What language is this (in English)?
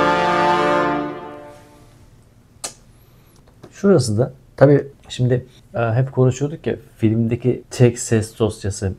Turkish